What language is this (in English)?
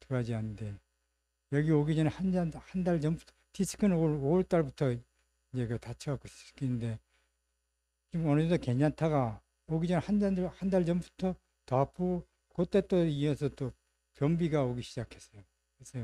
Korean